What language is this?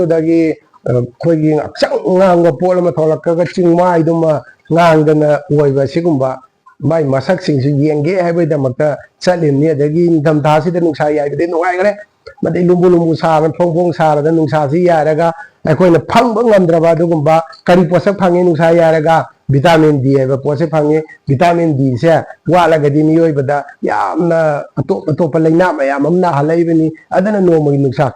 Manipuri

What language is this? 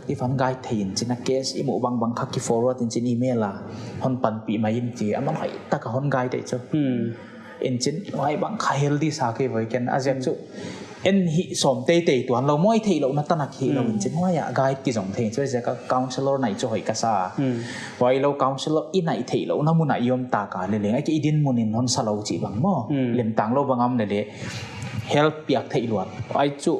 Paite Chin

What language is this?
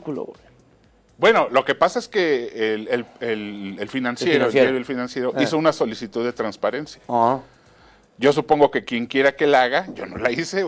Spanish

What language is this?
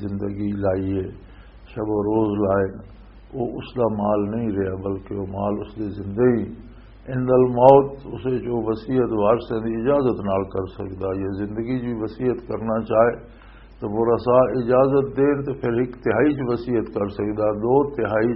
Western Panjabi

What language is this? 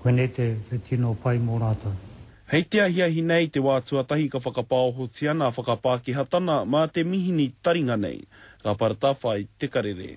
Māori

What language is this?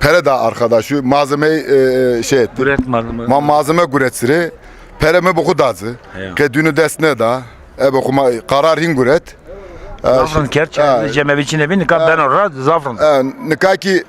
Zaza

